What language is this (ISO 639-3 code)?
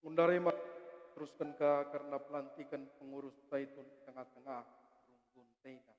btx